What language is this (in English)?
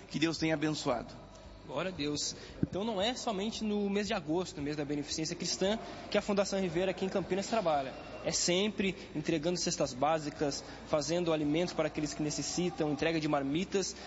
Portuguese